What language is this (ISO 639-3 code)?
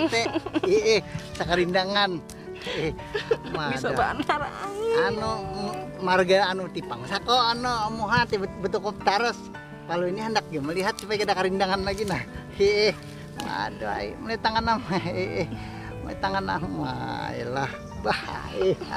bjn